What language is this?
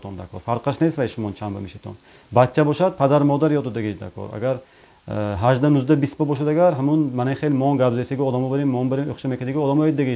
Tajik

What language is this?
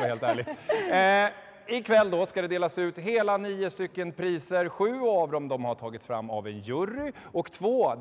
Swedish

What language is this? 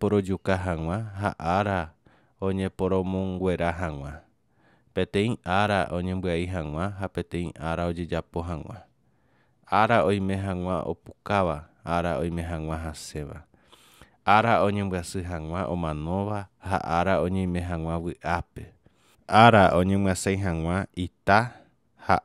Guarani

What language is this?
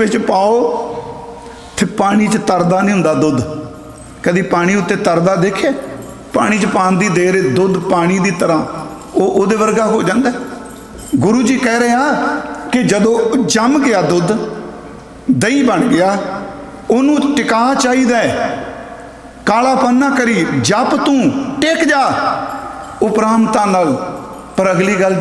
Punjabi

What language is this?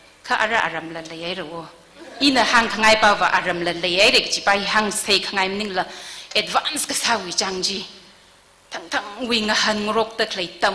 Tangkhul Naga (India)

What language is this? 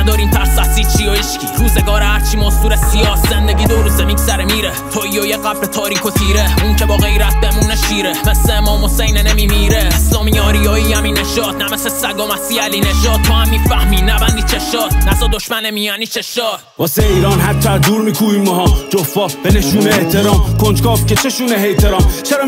Persian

